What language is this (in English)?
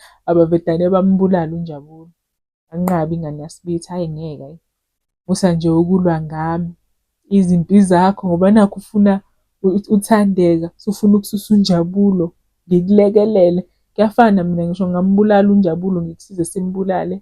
Zulu